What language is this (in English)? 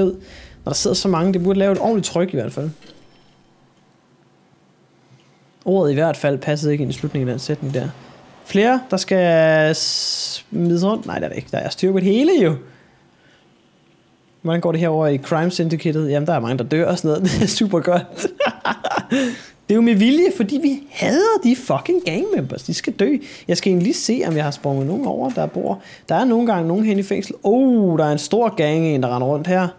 Danish